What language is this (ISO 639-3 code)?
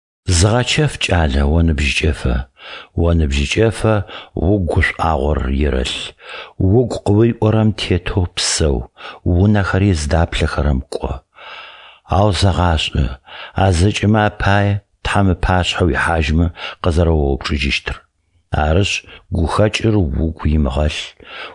ady